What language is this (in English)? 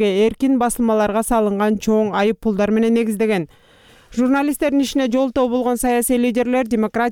Kyrgyz